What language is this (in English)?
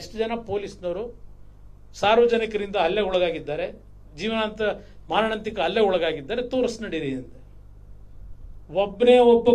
Kannada